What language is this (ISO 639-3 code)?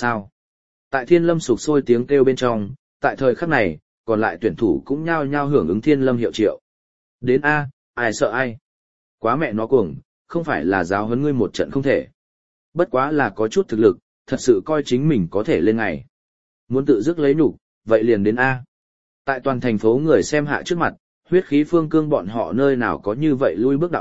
vie